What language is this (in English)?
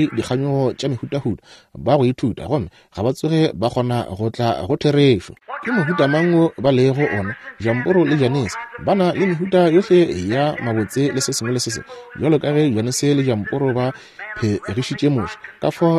Northern Sotho